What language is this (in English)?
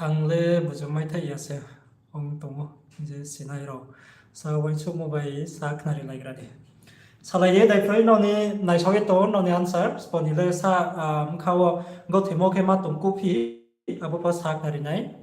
Riang (India)